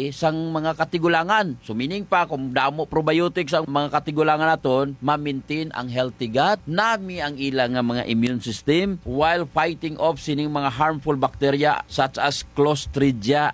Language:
Hiligaynon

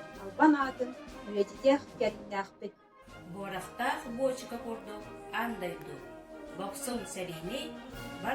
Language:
Yakut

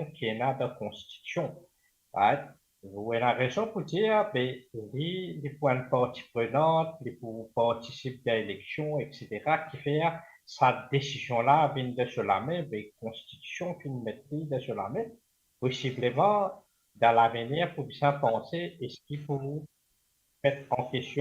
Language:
Morisyen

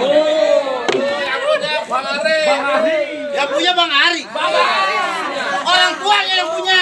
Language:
Betawi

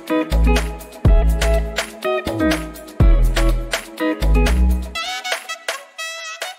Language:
Filipino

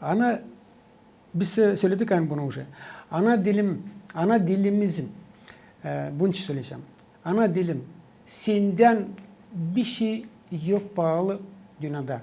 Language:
Gagauz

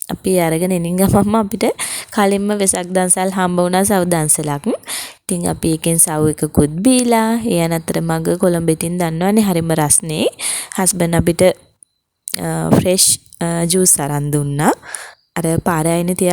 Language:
Sinhala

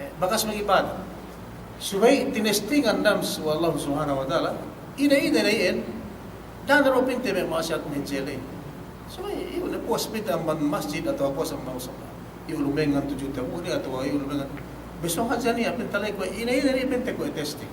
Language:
Yakan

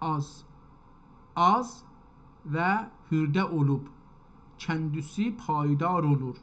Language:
South Azerbaijani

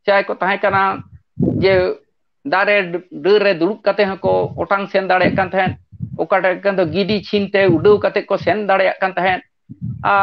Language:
Santali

